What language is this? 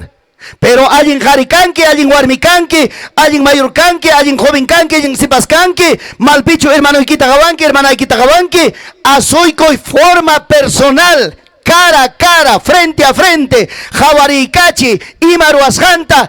Ayacucho Quechua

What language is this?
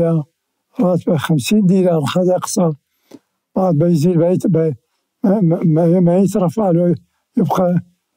Mesopotamian Arabic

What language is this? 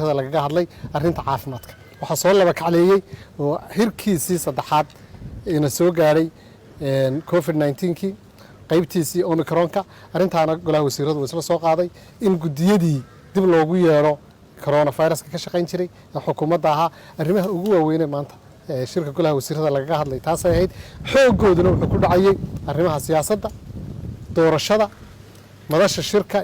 Somali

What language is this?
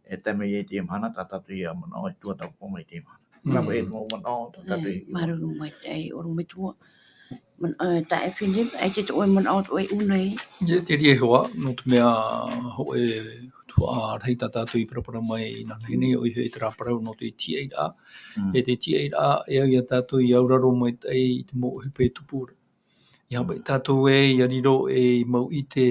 Tahitian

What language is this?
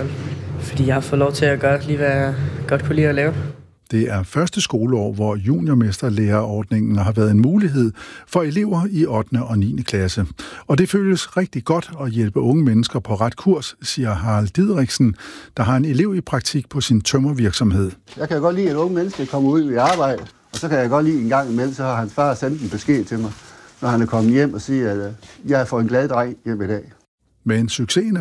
Danish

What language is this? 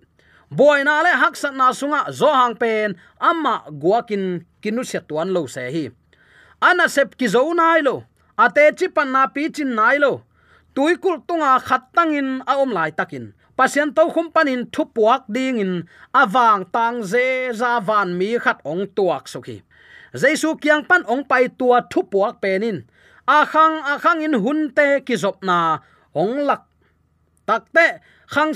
Tedim Chin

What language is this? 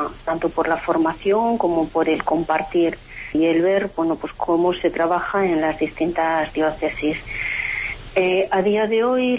Spanish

